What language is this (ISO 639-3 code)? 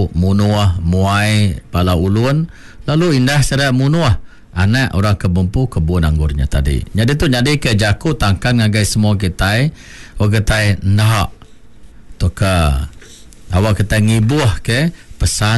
iba